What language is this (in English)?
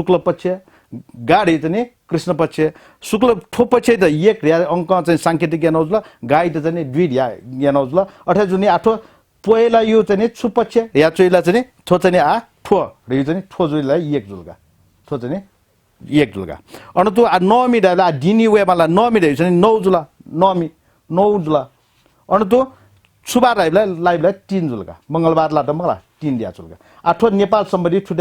Newari